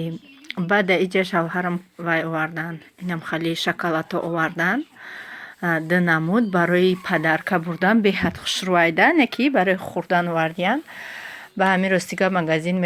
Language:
Tajik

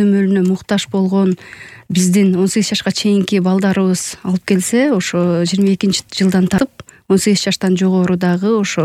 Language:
Kyrgyz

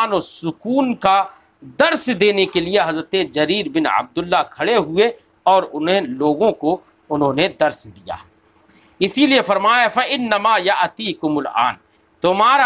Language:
Urdu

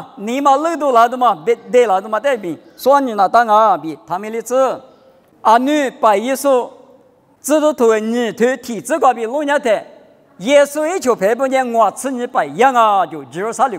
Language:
Lisu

